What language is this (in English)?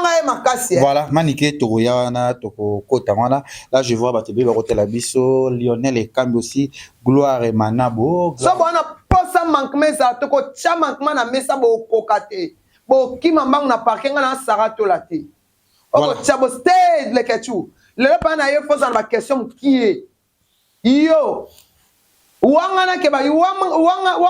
Lingala